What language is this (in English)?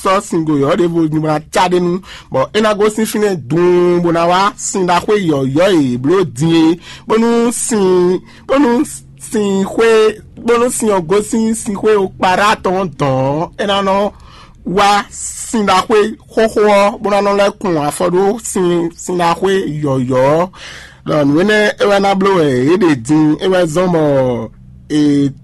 Fon